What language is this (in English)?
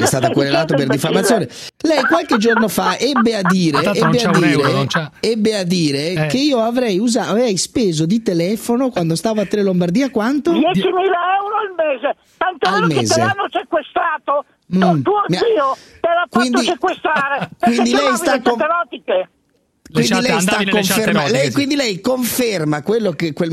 Italian